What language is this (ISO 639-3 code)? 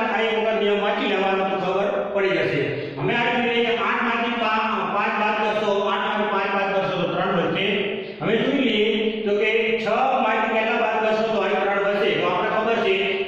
guj